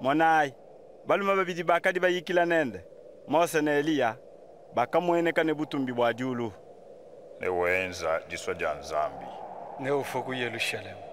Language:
Luba-Lulua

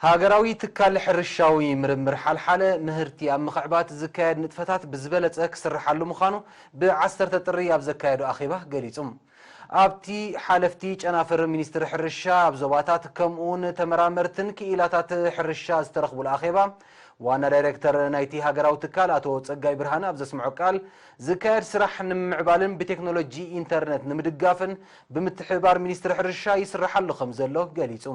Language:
Tigrinya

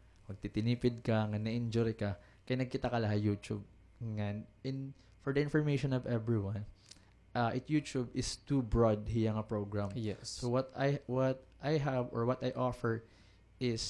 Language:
Waray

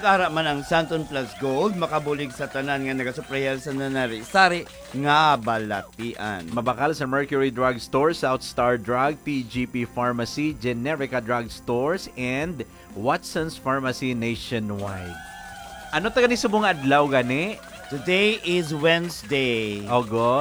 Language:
Hiligaynon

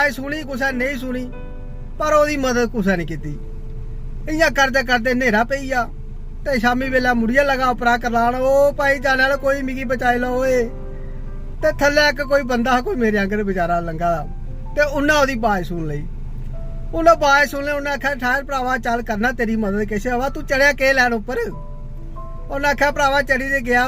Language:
Dogri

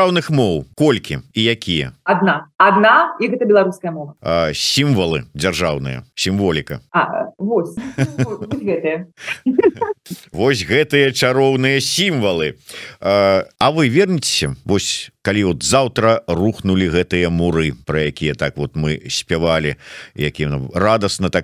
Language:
Belarusian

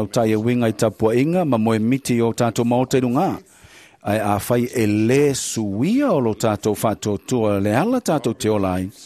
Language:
Samoan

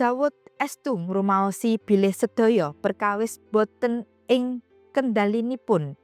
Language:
Javanese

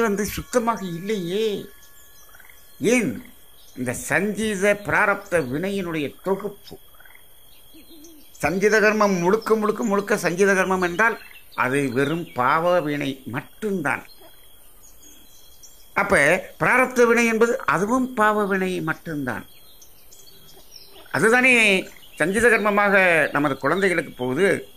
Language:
Tamil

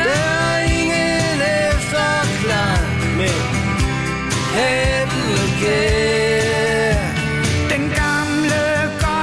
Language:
Danish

